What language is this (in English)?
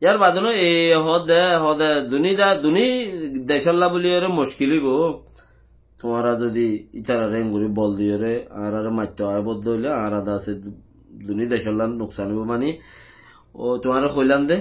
Rohingya